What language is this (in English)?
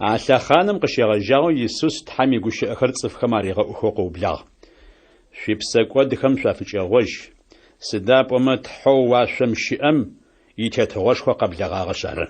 Adyghe